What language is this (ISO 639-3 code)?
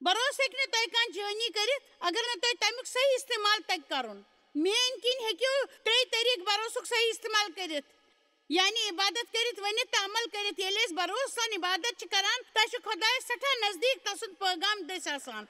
kas